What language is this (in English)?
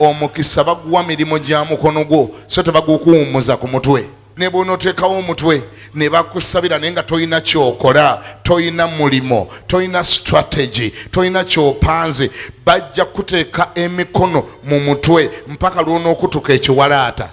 Ganda